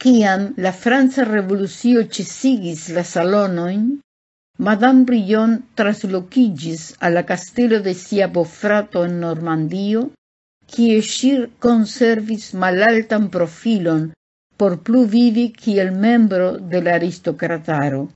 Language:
Esperanto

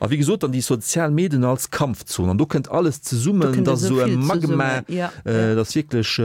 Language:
Luxembourgish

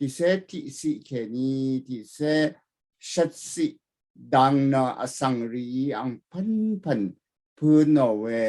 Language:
Rawang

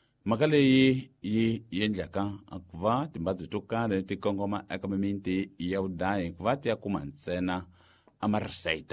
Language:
Tsonga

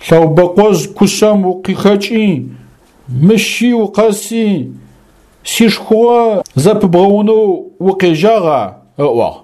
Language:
Adyghe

